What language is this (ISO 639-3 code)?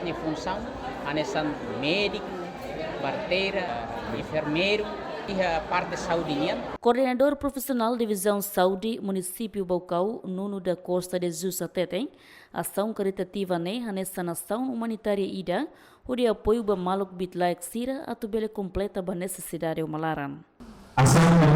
tet